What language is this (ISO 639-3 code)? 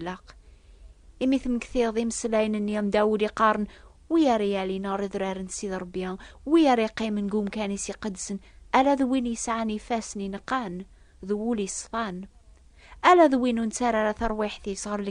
kab